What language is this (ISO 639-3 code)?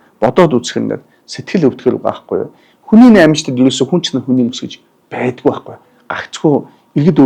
mon